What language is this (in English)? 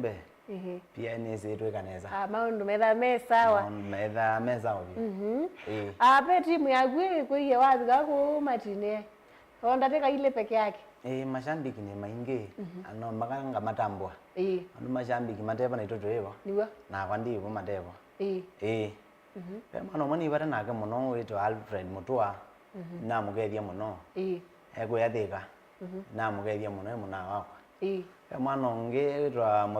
Kamba